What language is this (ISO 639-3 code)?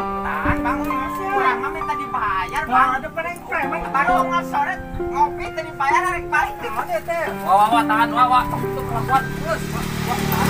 sun